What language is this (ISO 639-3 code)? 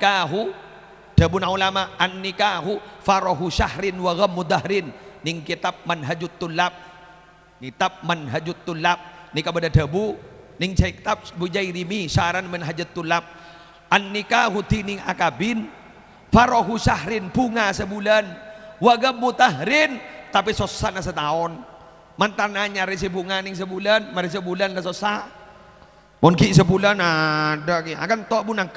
mad